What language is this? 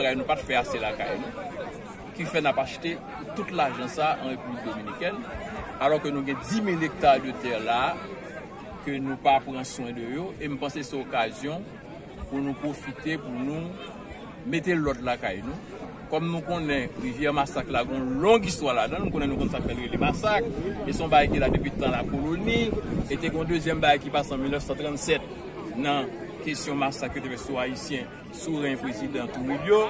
Haitian Creole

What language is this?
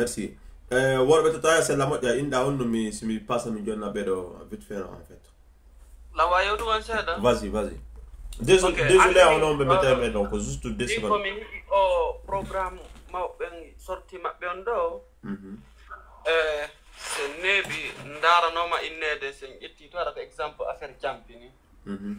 Fula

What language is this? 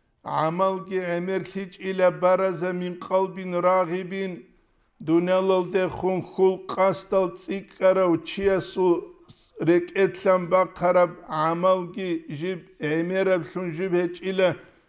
Avaric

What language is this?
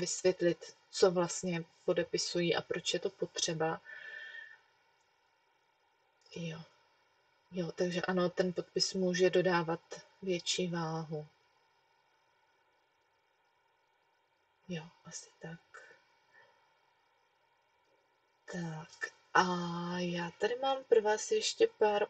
Czech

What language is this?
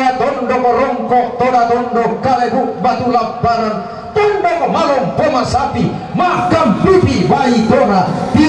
Toraja-Sa'dan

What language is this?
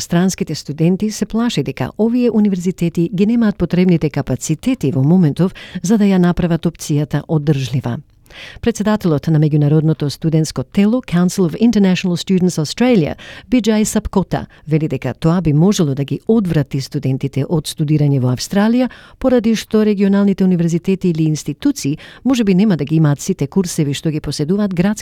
Macedonian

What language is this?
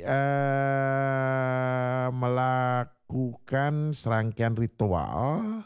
Balinese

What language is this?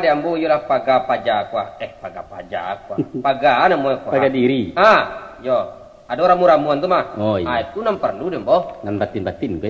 Minangkabau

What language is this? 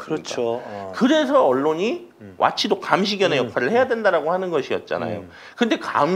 Korean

